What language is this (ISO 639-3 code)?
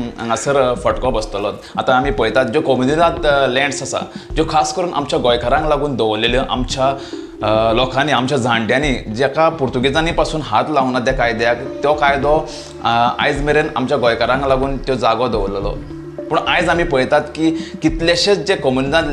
kok